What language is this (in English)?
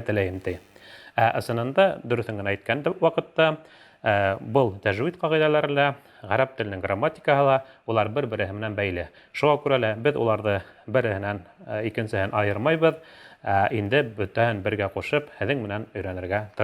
Bashkir